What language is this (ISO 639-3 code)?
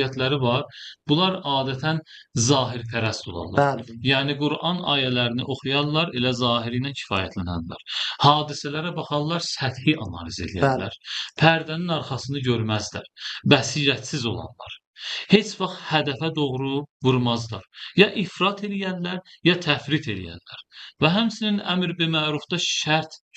aze